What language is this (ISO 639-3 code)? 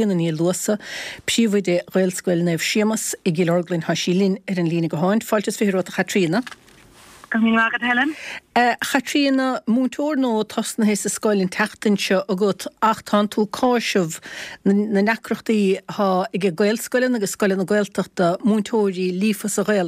gle